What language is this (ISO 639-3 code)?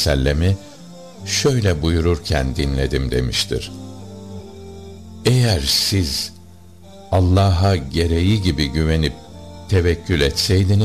tur